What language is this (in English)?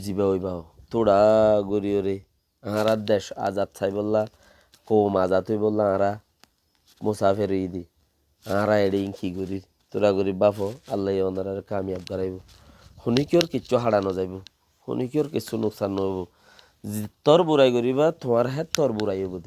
Rohingya